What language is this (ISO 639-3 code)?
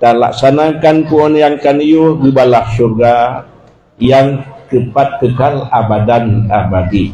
ace